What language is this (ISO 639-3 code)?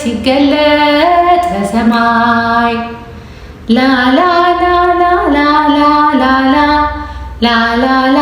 amh